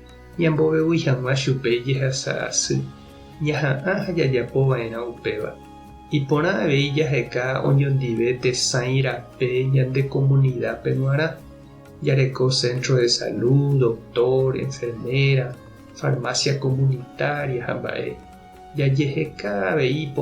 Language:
Guarani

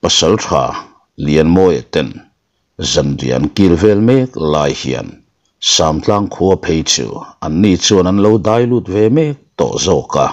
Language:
Mizo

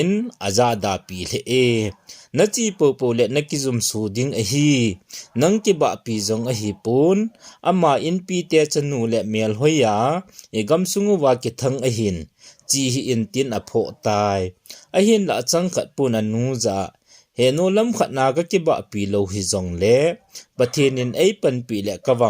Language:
Thado Chin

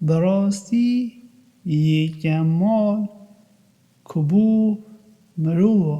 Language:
Kurdish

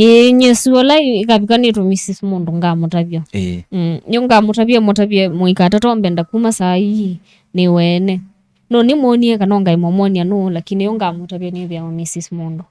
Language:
Kamba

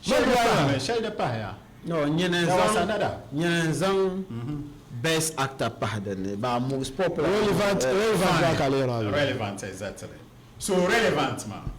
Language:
Dagbani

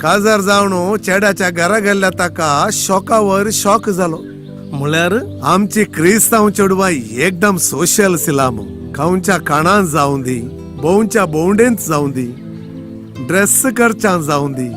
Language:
Konkani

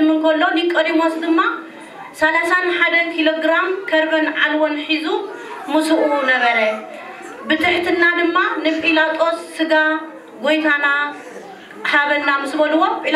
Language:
Tigrinya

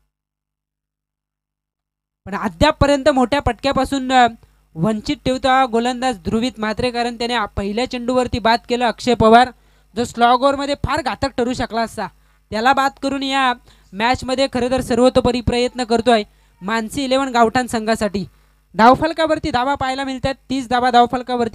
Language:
Marathi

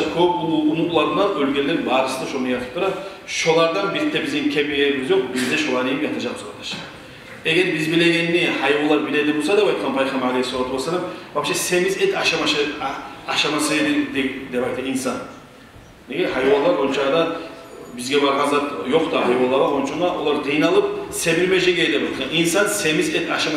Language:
Kumyk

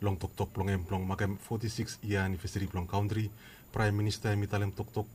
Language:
Bislama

